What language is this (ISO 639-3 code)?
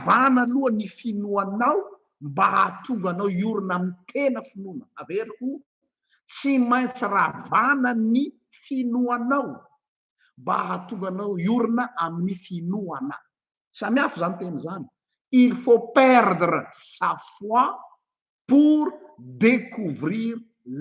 mlg